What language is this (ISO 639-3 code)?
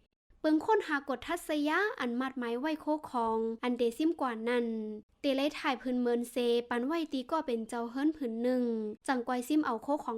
shn